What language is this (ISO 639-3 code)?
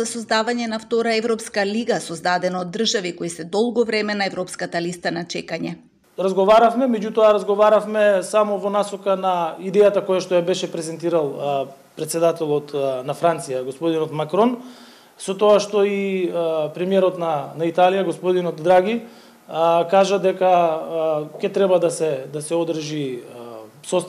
mkd